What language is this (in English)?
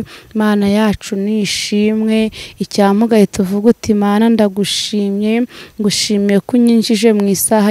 Kinyarwanda